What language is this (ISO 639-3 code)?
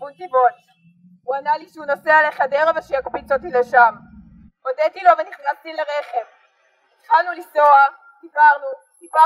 heb